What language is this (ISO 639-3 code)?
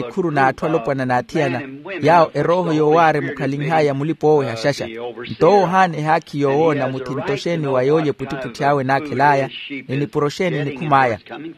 vmw